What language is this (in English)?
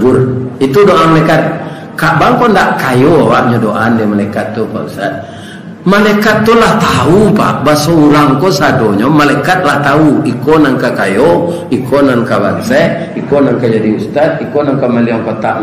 Minangkabau